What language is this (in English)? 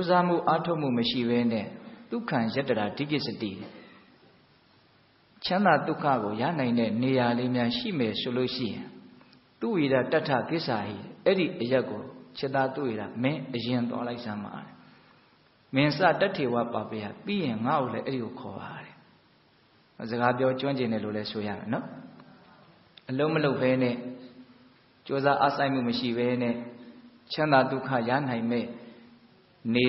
Burmese